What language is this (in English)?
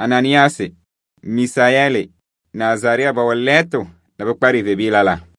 Kabiyè